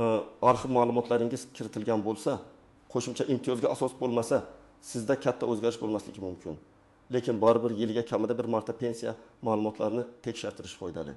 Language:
Uzbek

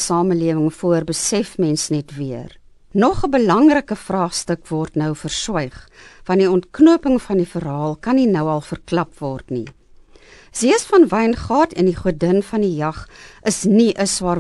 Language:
Afrikaans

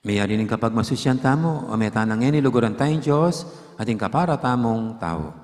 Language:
Pampanga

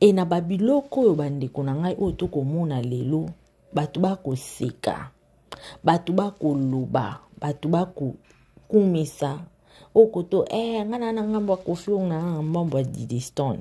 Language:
Lingala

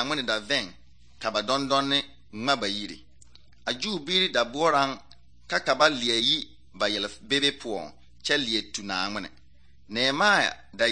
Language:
Southern Dagaare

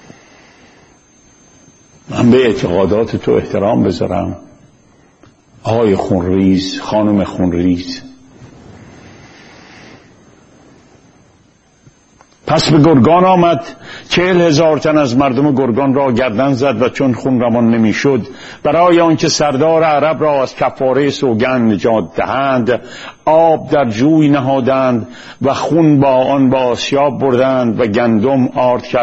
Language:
Persian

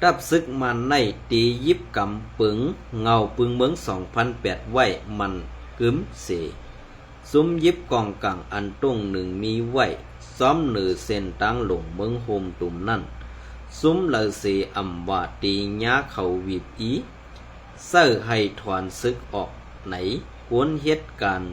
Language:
Shan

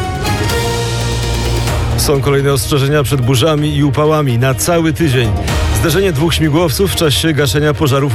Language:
Polish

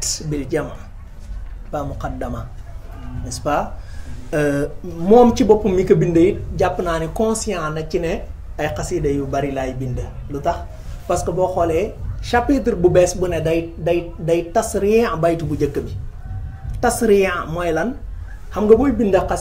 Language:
Wolof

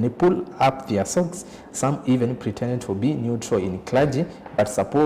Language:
Kamba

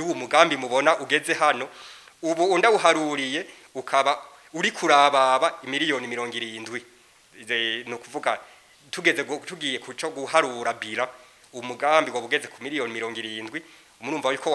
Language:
Rundi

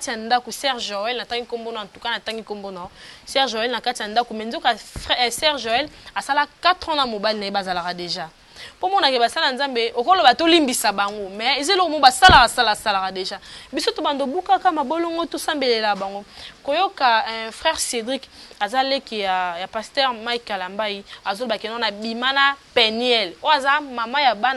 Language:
Lingala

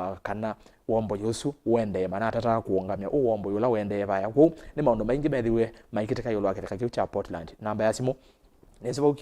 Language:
Kamba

